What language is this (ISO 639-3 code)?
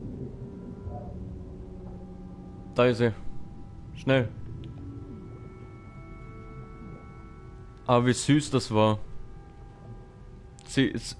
deu